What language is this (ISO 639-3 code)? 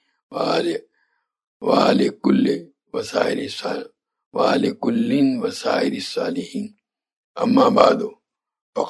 urd